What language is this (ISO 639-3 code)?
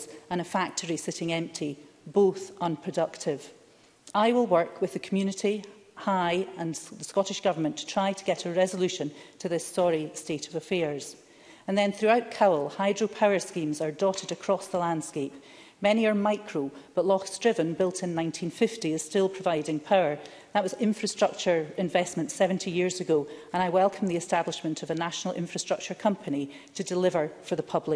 eng